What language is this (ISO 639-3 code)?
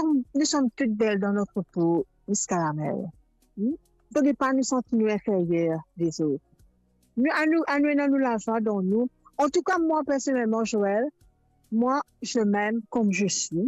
mfe